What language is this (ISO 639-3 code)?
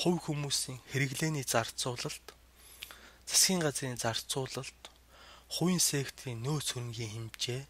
mon